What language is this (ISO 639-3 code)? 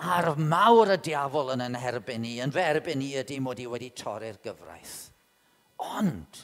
cym